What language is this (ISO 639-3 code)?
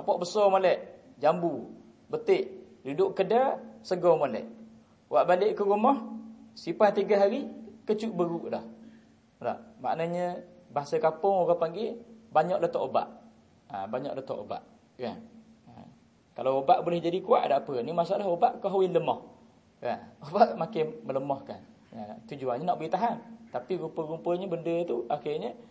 msa